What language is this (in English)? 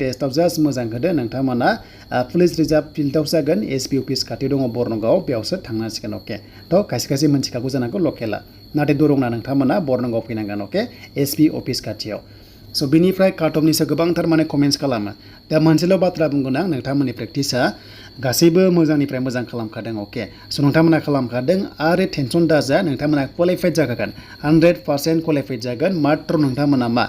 Bodo